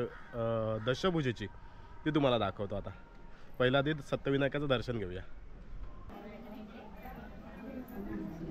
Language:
Marathi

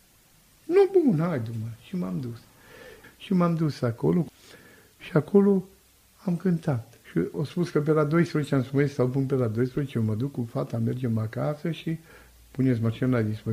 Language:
Romanian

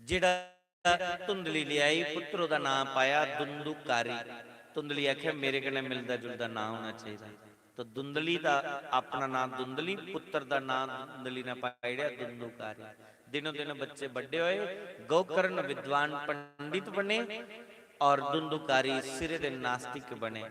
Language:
Dogri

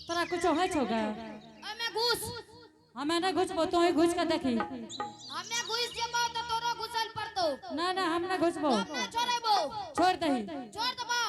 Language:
Angika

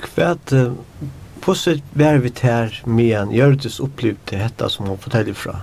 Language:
Faroese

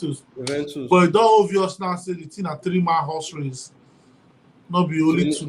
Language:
Nigerian Pidgin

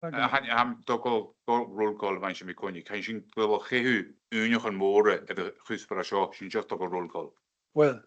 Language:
Scottish Gaelic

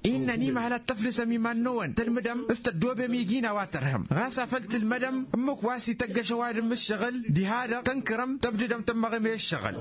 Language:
Tamasheq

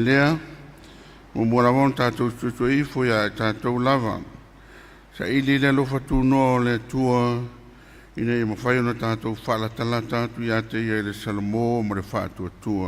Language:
Samoan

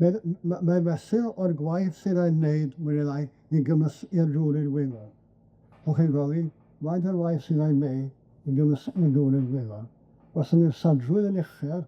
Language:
Welsh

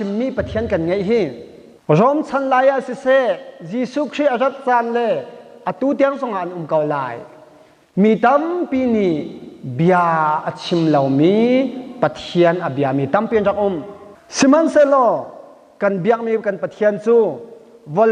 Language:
Hakha Chin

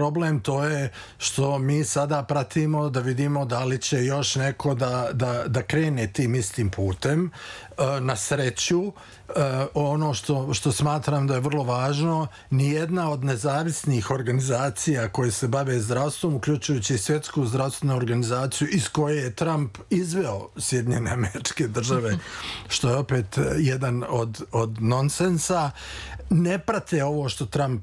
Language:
Serbian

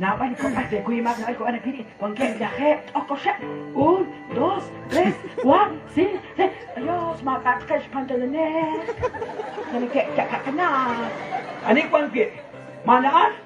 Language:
Kekchí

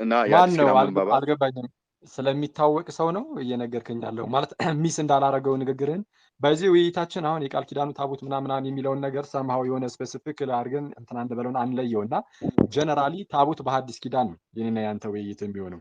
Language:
Amharic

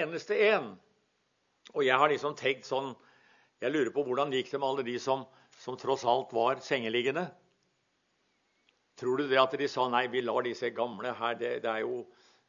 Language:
Norwegian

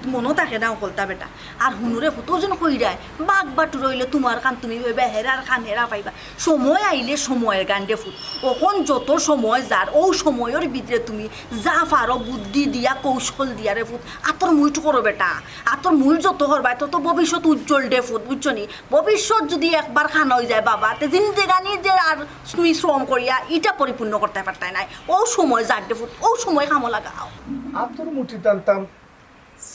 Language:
Sylheti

